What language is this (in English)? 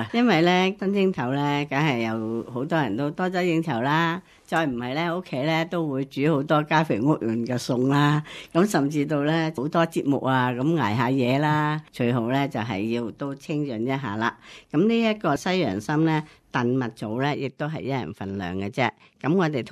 Cantonese